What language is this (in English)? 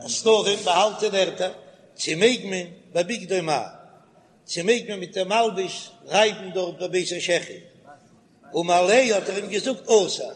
Yiddish